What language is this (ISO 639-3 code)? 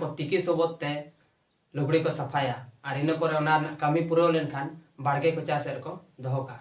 sat